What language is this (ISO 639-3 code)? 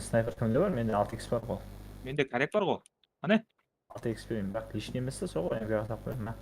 kaa